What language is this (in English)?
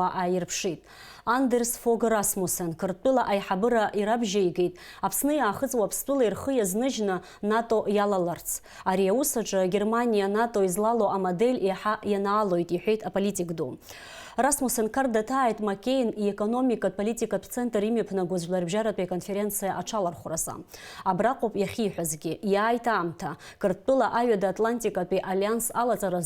Abkhazian